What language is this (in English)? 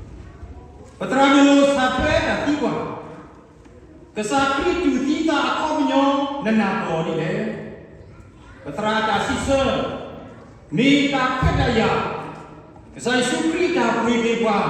S'gaw Karen